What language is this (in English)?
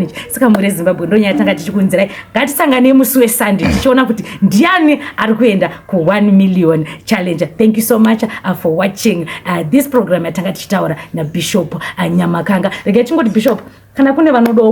Shona